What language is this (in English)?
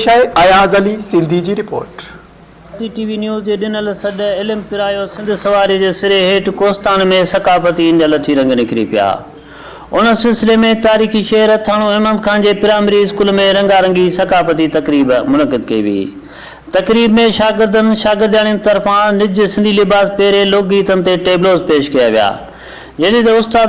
Sindhi